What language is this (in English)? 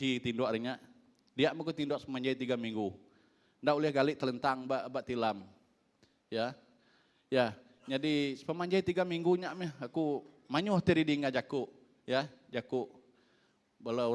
Iban